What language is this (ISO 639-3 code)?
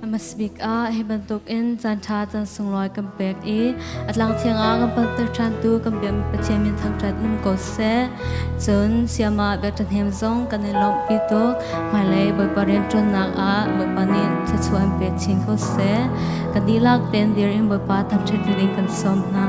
cnh